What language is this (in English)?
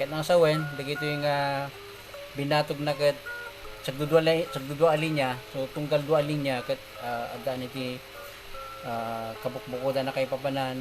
Iloko